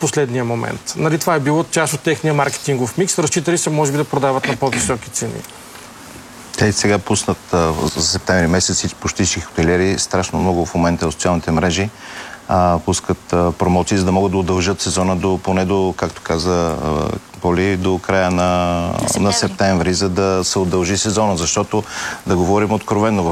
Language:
Bulgarian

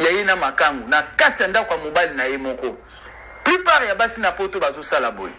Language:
Lingala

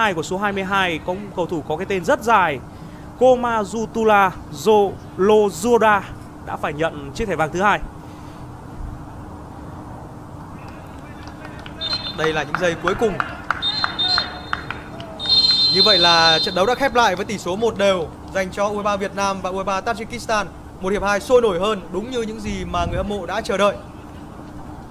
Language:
Vietnamese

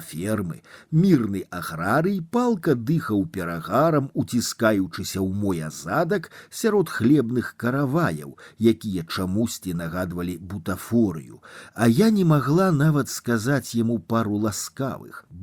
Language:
Belarusian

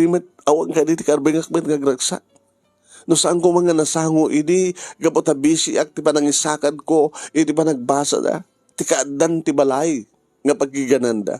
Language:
Iloko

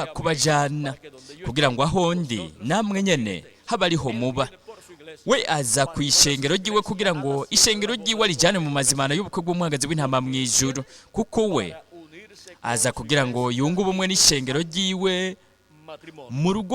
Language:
Rundi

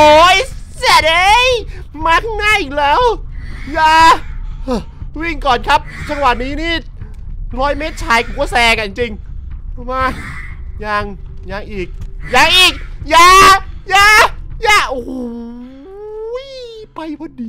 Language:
Thai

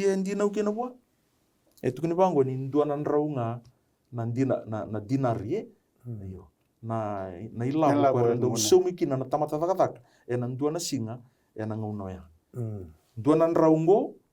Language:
Fijian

